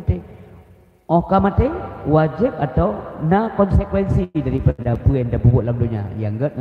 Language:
Achinese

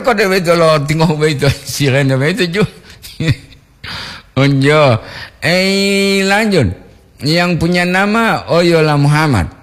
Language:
Gorontalo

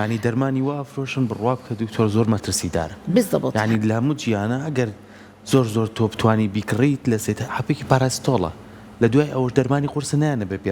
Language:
Central Kurdish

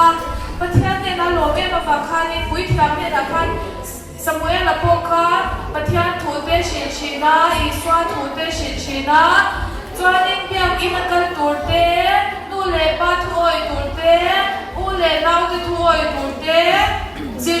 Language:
Mizo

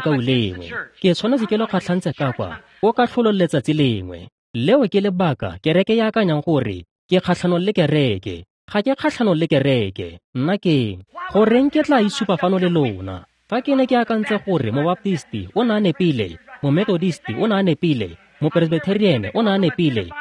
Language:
Tswana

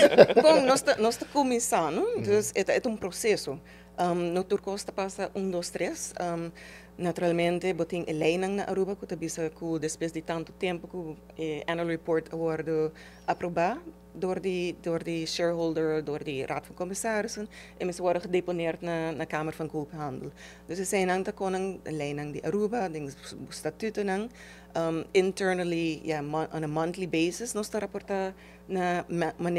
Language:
Papiamento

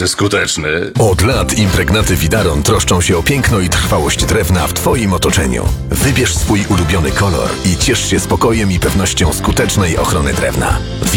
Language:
Polish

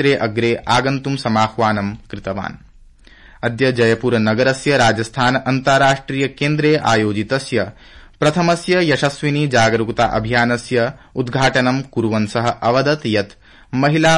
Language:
Sanskrit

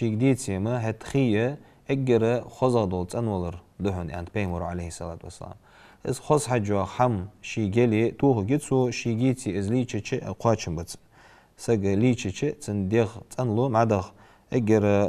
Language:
Ingush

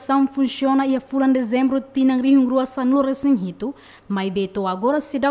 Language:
Tetum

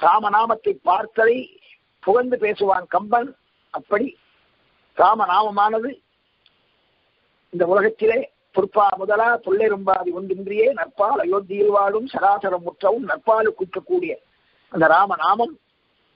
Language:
Tamil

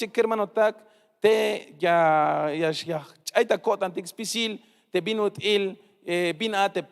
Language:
Tzeltal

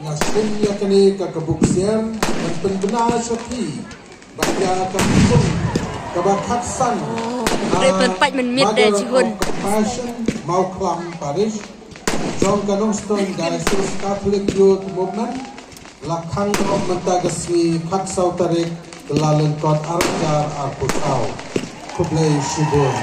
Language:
Khasi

